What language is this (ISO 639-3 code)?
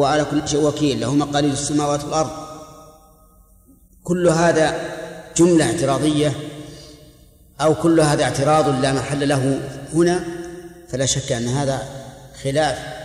ara